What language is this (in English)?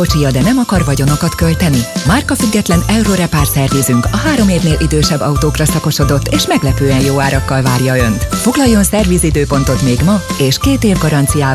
Hungarian